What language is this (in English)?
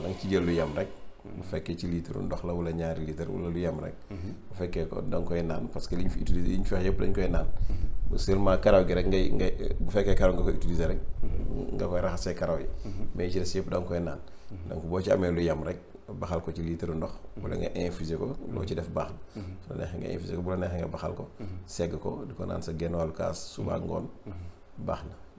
Wolof